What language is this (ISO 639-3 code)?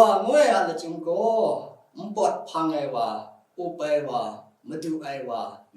kac